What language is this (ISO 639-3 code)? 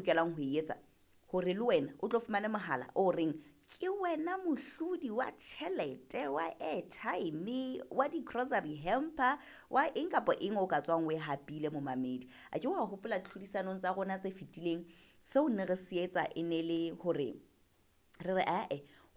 sot